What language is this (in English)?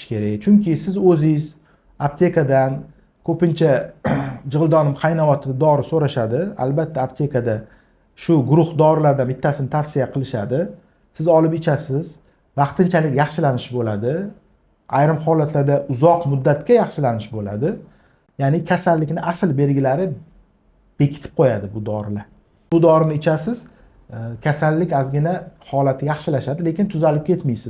Uzbek